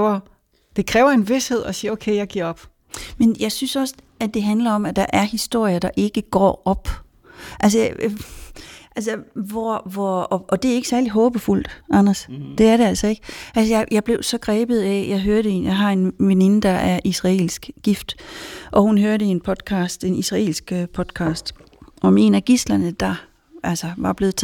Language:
Danish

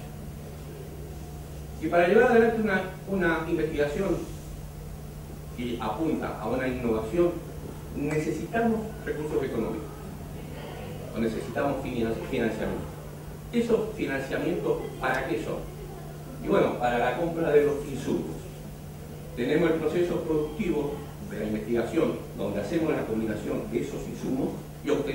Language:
Spanish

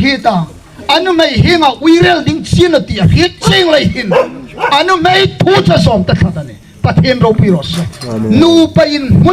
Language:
Hmar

